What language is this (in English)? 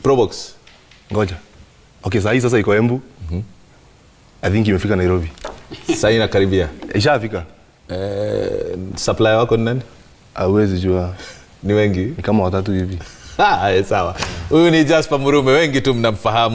Swahili